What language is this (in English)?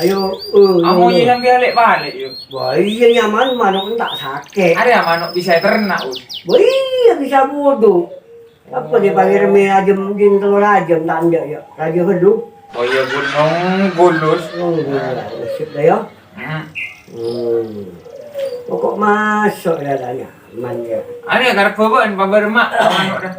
Madurese